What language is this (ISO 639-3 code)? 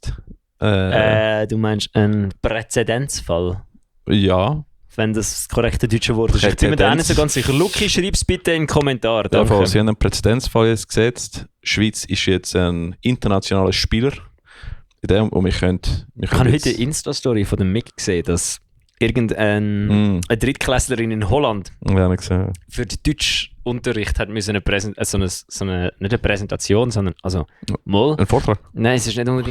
gsw